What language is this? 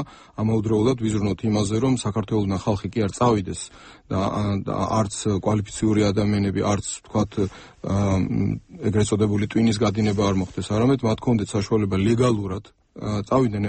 Georgian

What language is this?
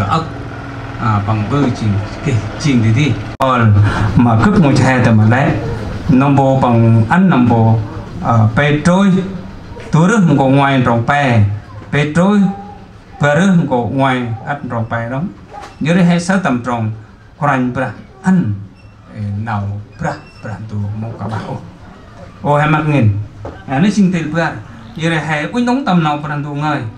Central Mnong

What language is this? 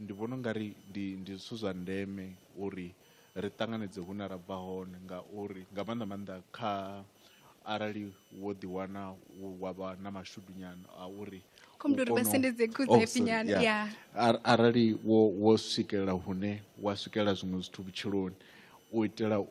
Venda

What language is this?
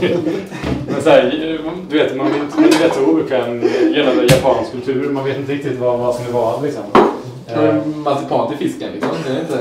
Swedish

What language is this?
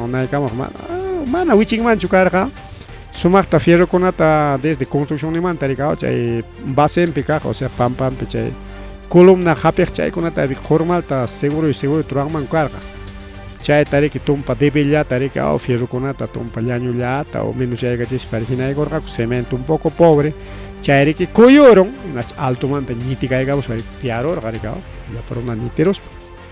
Ayacucho Quechua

